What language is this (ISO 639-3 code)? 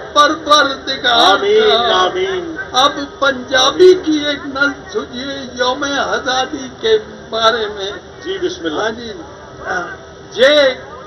urd